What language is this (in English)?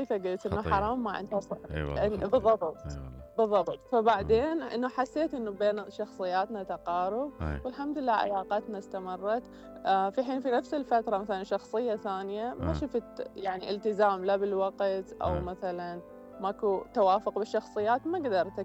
Mesopotamian Arabic